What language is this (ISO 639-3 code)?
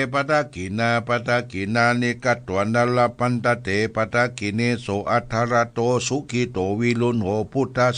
pli